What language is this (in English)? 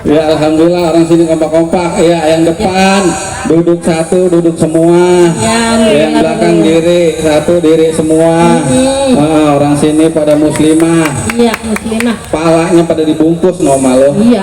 Betawi